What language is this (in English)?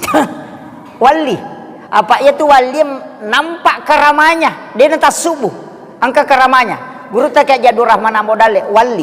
Buginese